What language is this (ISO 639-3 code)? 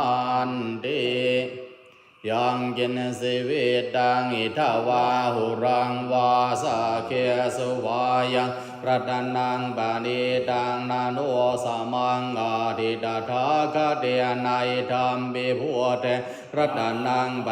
pli